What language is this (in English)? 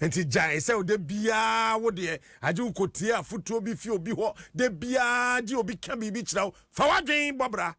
Akan